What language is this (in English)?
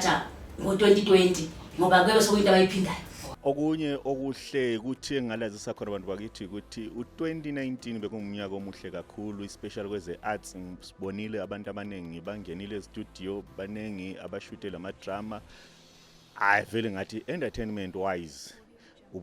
Zulu